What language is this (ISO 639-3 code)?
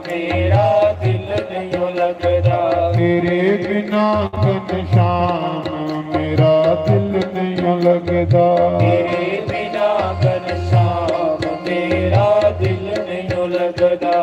doi